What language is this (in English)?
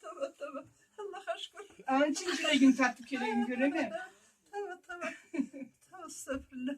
Karachay-Balkar